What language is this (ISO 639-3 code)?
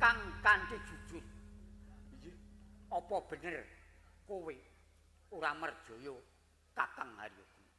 jav